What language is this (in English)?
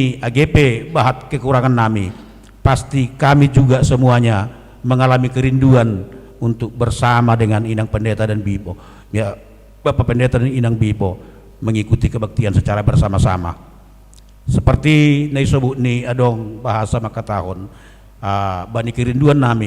Batak Simalungun